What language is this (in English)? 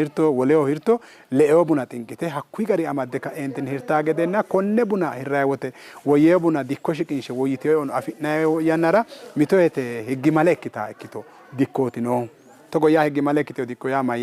Sidamo